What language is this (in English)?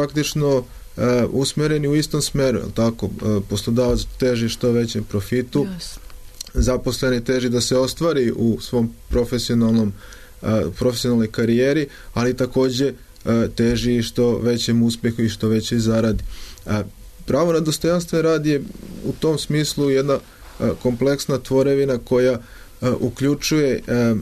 Serbian